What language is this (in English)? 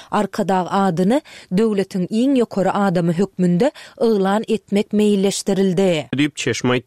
Turkmen